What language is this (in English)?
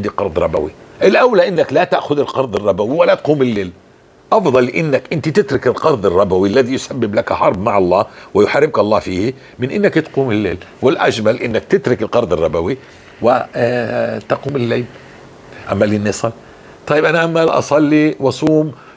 North Levantine Arabic